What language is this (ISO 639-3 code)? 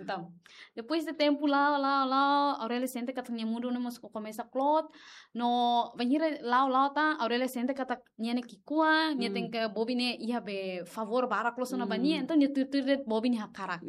tet